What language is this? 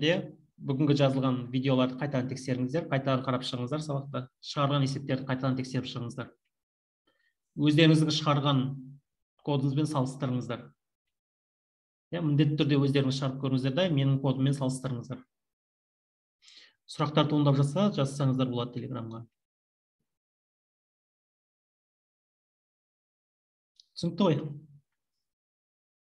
Kazakh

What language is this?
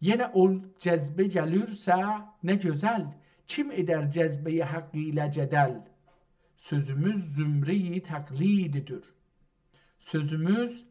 South Azerbaijani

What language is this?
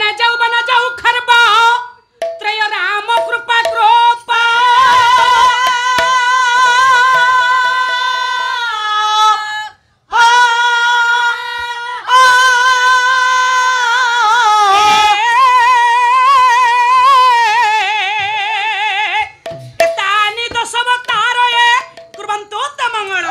Odia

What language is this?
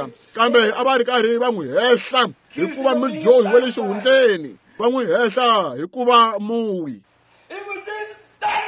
Tsonga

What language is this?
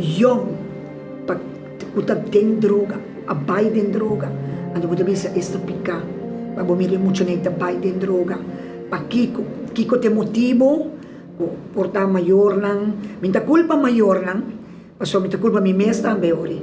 Papiamento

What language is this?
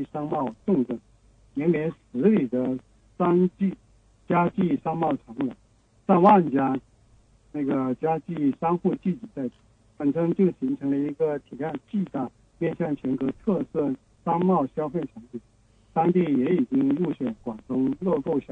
Chinese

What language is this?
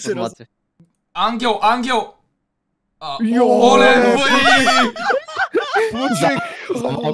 Bulgarian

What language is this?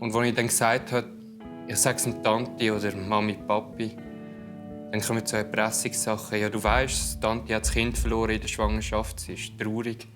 Swiss German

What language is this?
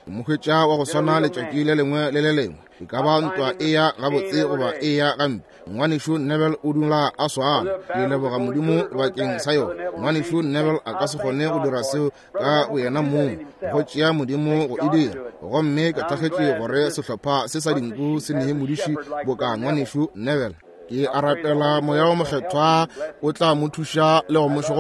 Northern Sotho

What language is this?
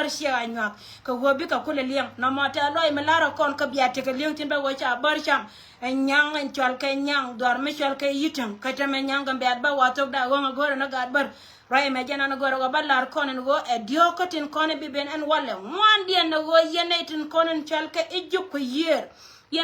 Nuer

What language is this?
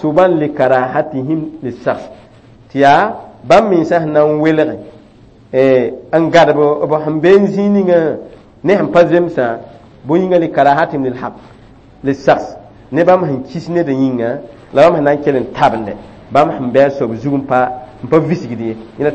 Mossi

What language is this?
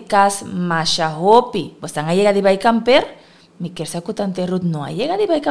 Papiamento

